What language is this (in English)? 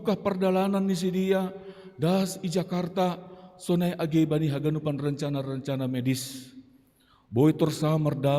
Batak Simalungun